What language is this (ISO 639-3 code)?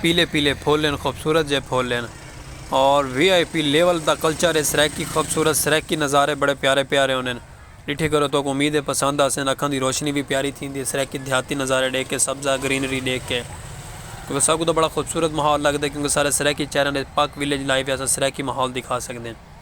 skr